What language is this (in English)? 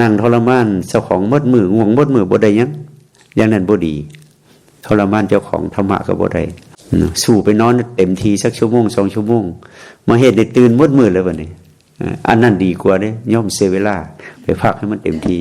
Lao